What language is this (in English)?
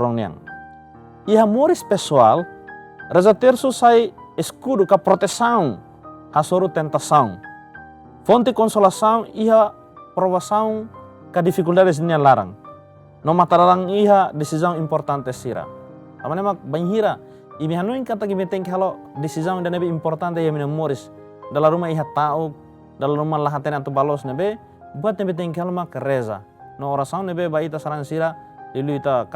Tetum